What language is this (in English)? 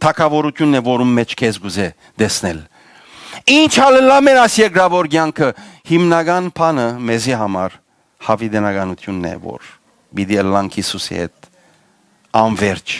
Western Armenian